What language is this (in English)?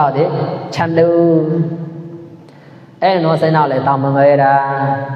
Mon